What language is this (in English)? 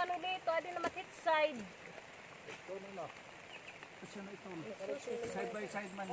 Waray